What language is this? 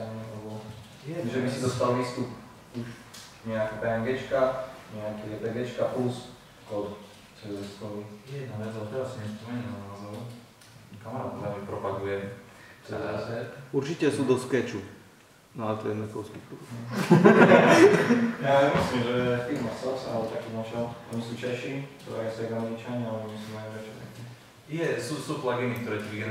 Slovak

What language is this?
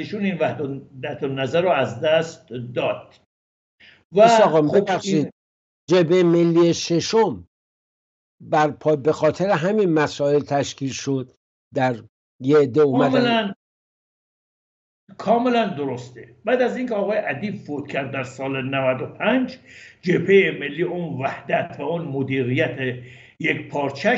Persian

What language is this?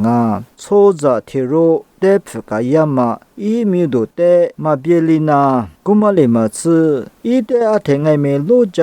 Lisu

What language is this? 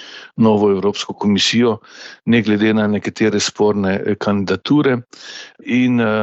Slovenian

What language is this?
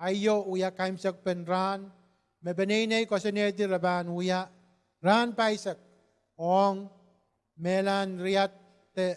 Pohnpeian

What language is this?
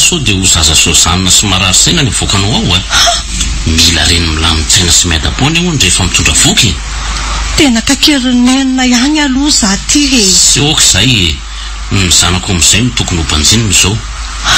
Malagasy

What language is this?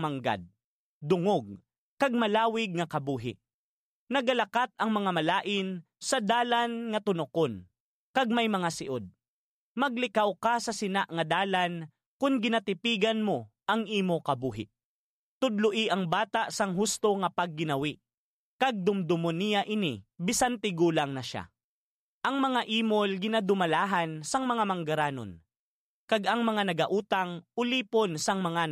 Hiligaynon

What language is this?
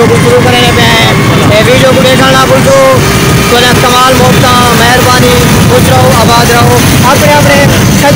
Saraiki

